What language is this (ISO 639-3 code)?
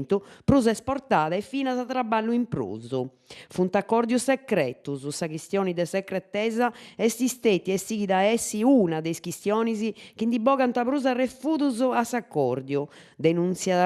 srd